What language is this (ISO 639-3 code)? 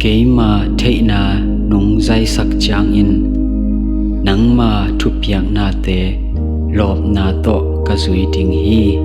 ctd